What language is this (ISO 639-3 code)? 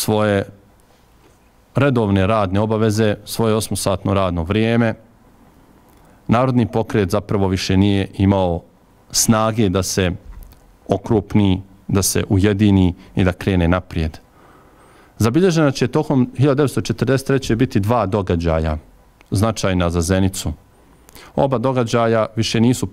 bos